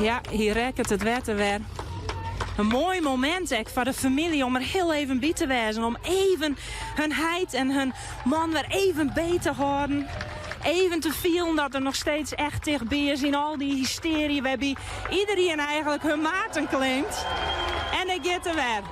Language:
Western Frisian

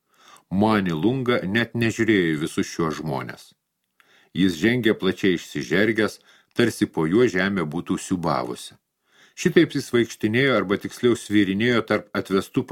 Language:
Lithuanian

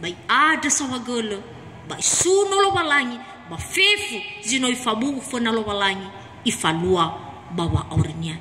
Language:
Nias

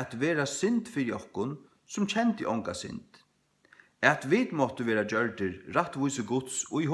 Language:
Faroese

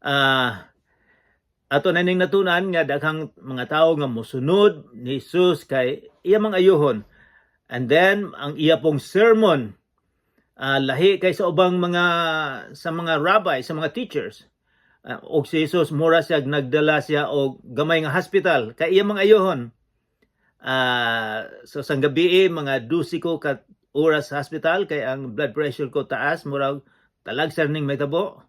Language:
Cebuano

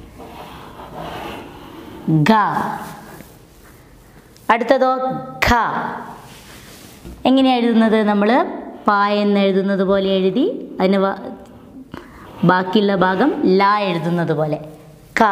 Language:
Malayalam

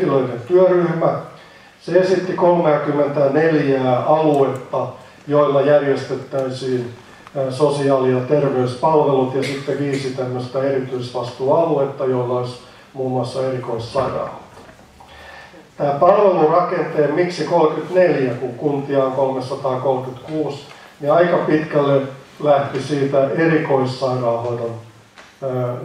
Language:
Finnish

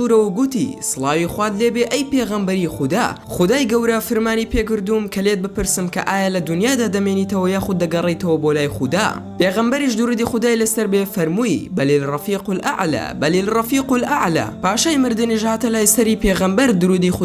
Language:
Central Kurdish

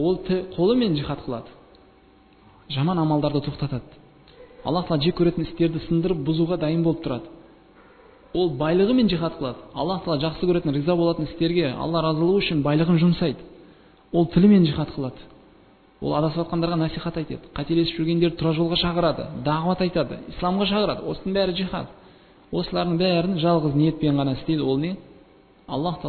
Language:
Kazakh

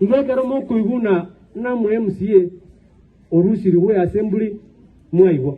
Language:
Gusii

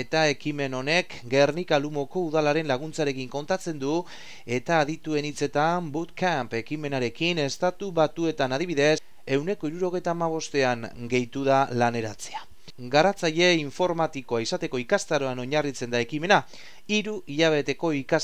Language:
Basque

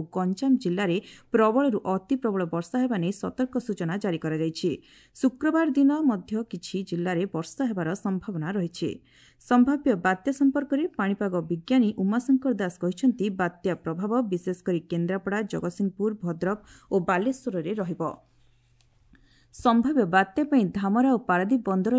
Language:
Odia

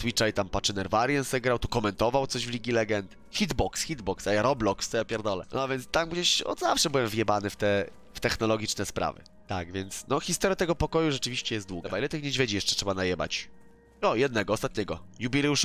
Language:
Polish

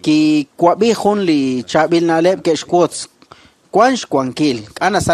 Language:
Kekchí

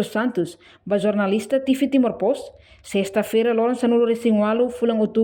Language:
Tetum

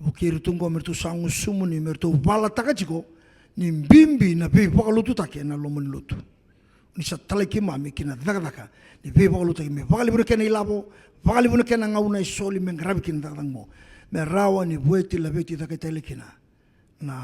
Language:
Fijian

